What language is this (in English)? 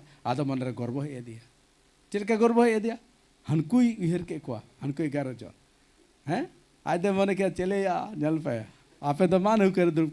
Santali